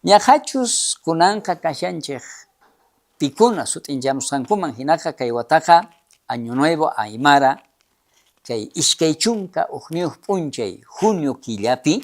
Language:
South Bolivian Quechua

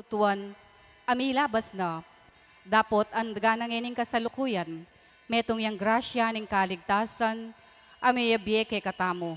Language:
Pampanga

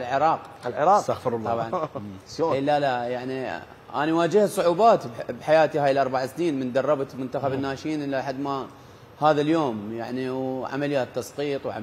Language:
Mesopotamian Arabic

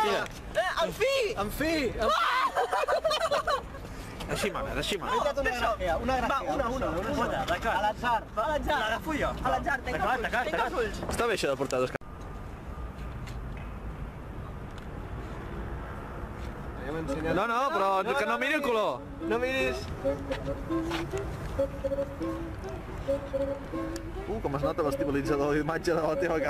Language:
Catalan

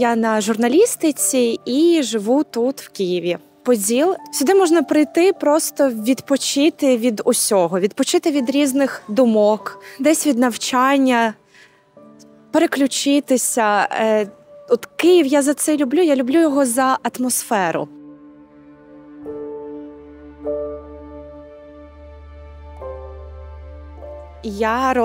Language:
Ukrainian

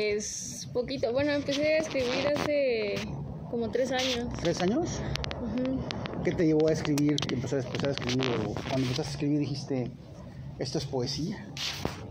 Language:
Spanish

